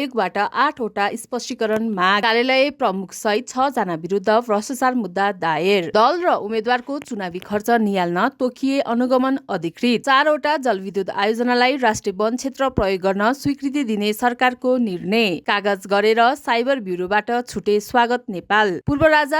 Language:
Nepali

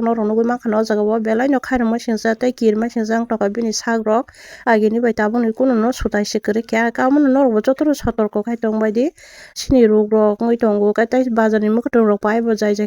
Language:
Kok Borok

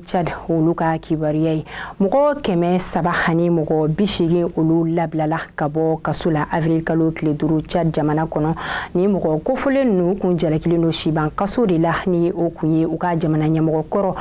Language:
Bambara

